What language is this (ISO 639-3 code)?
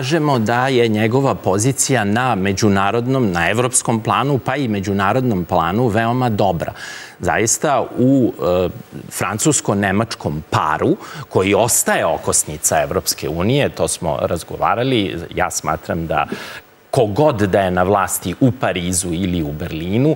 srp